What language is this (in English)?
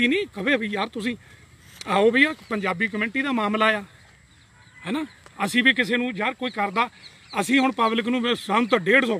Punjabi